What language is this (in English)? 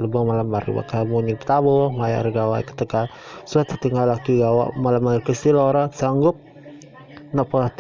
Iban